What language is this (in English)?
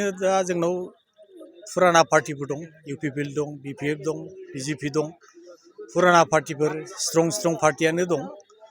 Bodo